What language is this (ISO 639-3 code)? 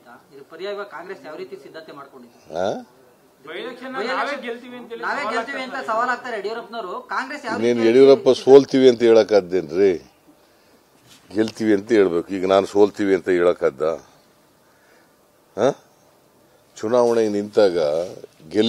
kan